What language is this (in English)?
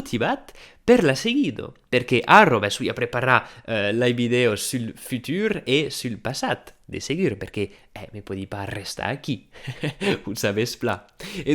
Occitan